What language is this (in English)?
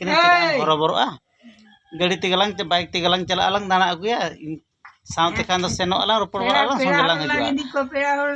Santali